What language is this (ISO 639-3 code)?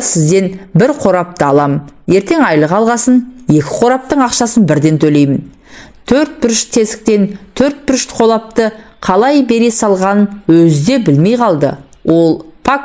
kaz